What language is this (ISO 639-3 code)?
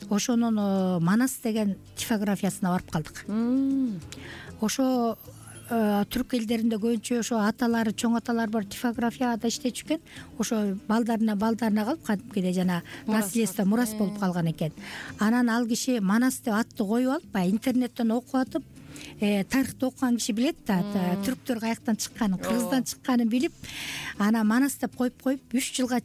kir